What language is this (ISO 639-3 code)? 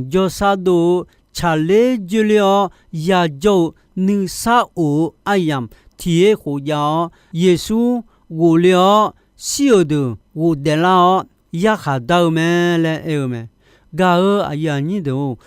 ahk